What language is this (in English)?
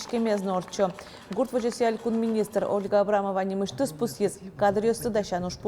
Udmurt